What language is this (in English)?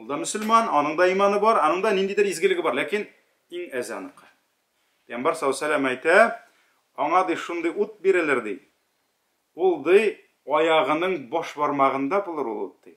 Tatar